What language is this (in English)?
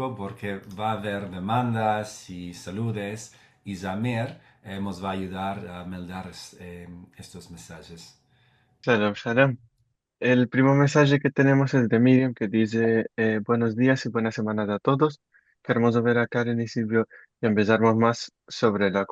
Ladino